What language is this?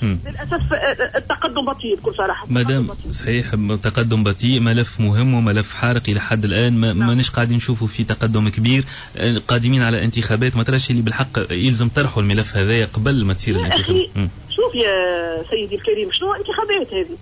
Tunisian Arabic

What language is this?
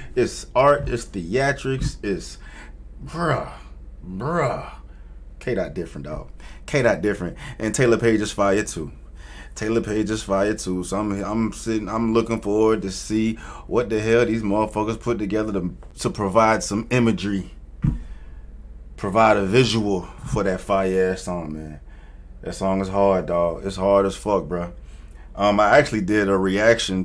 English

